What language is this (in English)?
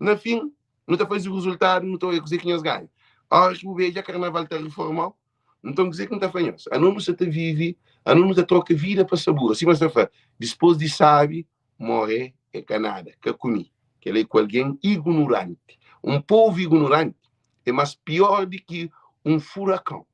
Kabuverdianu